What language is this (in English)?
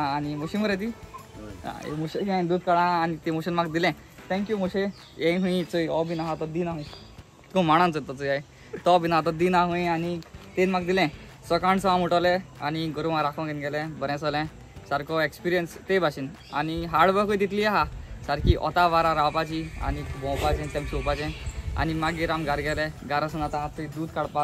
Konkani